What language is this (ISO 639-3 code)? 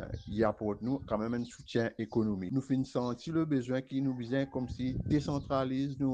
mfe